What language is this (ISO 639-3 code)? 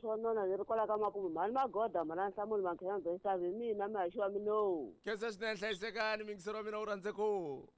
tso